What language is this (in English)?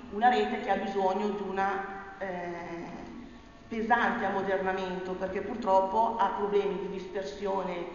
Italian